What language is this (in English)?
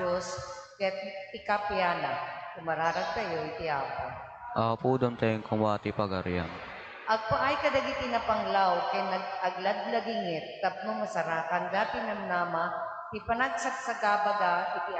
Iloko